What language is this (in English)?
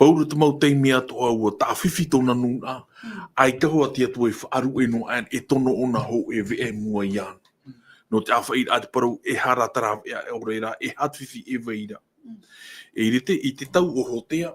Tahitian